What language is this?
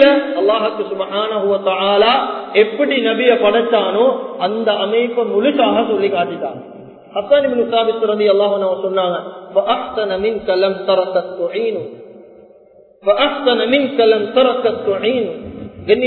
Tamil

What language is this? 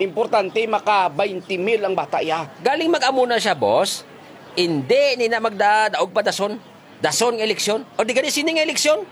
Hiligaynon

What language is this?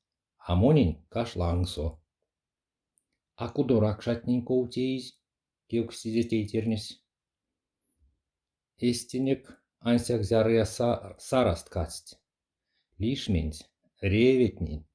Erzya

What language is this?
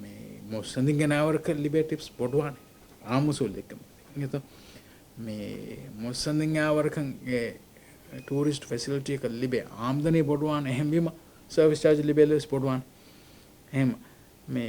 Divehi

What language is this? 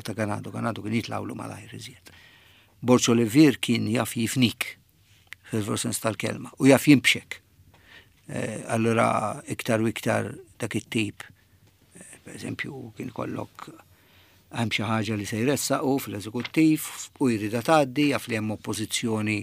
Maltese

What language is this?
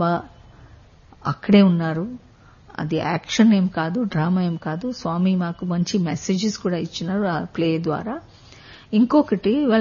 Telugu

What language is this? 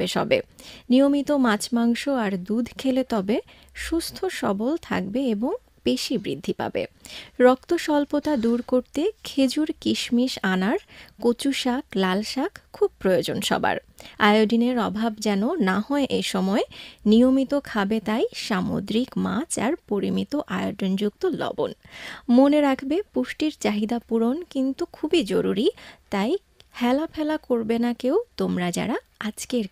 Bangla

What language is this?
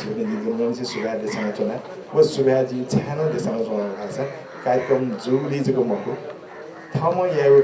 Newari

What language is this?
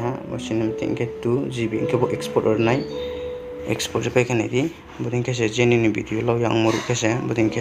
Riang (India)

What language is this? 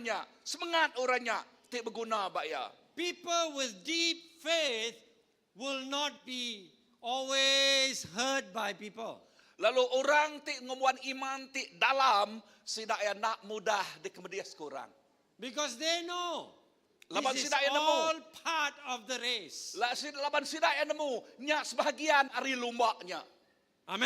Iban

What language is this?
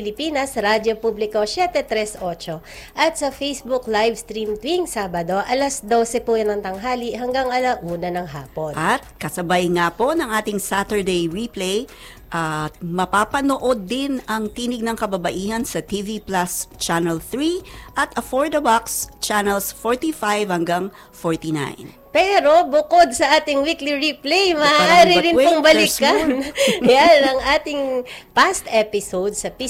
Filipino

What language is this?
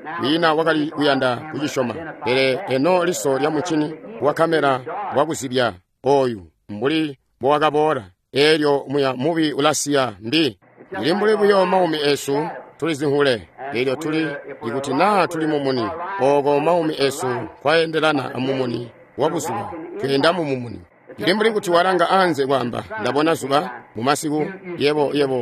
Tonga (Zambia)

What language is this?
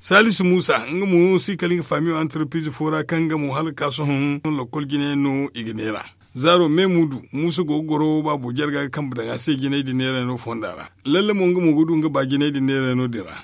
Zarma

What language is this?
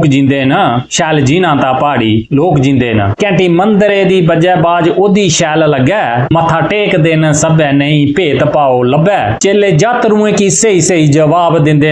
Dogri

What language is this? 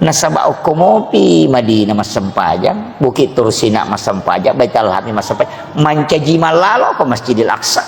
Buginese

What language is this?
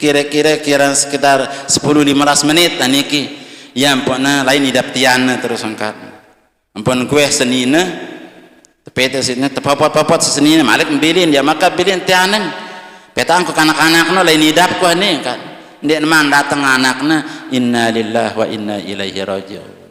Sasak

